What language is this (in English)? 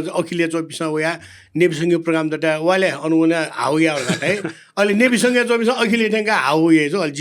Newari